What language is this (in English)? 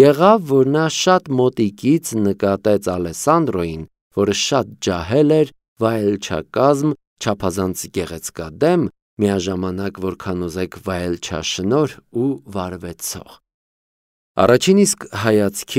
Armenian